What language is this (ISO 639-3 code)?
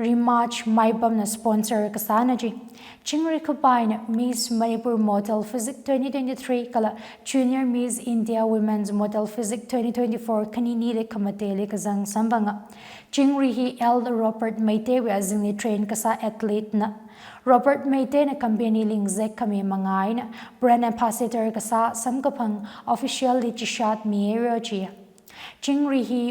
nmf